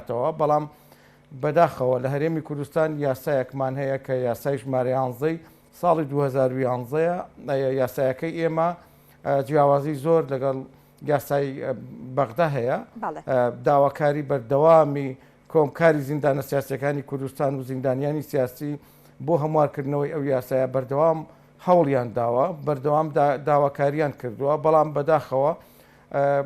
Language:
Central Kurdish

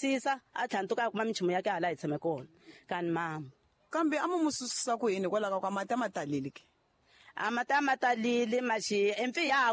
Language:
Tsonga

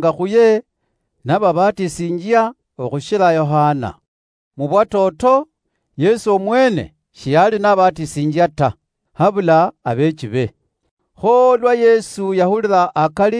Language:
Luyia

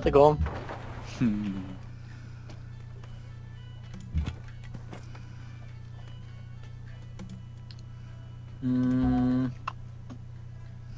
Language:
Norwegian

